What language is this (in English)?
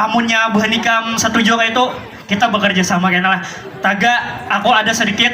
Banjar